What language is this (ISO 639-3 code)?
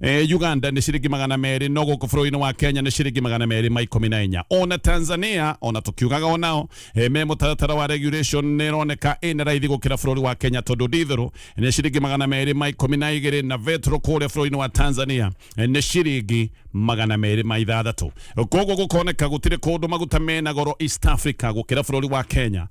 kik